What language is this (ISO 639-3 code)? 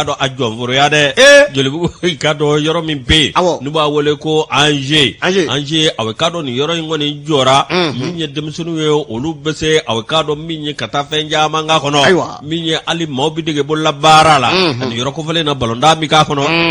bam